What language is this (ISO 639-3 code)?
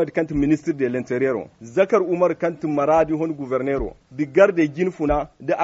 dje